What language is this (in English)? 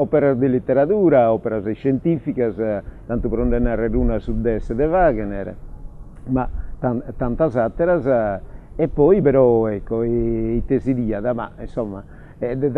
Sardinian